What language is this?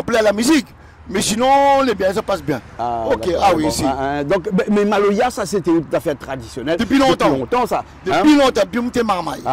Réunion Creole French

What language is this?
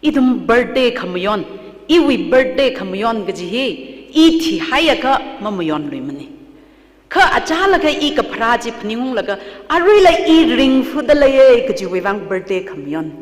Tangkhul Naga (India)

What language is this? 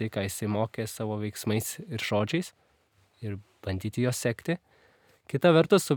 Lithuanian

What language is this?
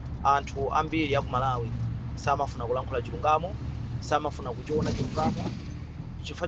Nyanja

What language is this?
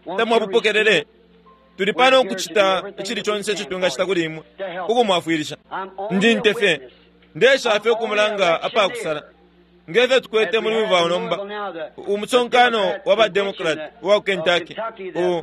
Bemba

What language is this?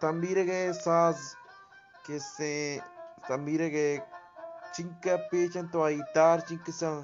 Eastern Balochi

